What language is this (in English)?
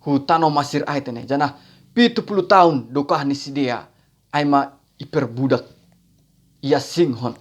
Batak Simalungun